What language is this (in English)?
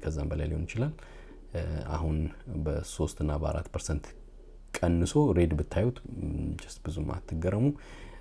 Amharic